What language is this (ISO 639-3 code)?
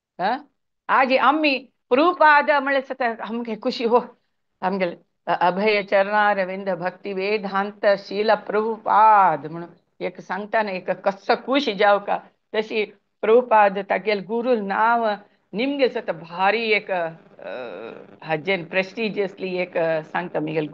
kok